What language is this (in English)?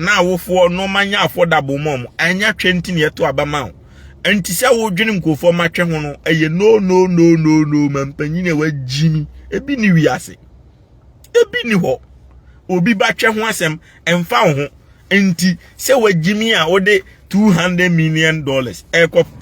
Akan